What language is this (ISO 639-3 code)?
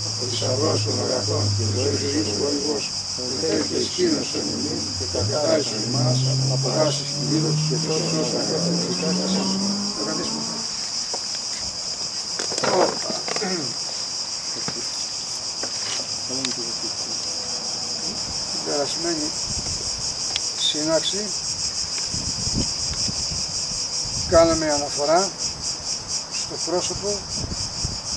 ell